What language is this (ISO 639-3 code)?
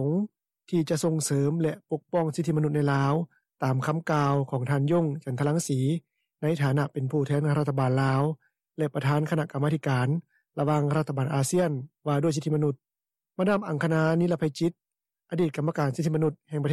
lao